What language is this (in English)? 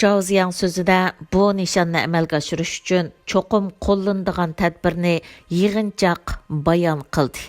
Uyghur